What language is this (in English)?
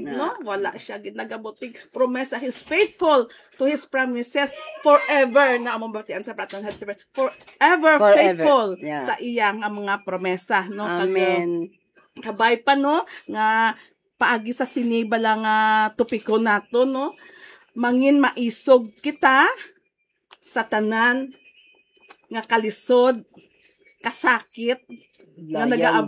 Hiligaynon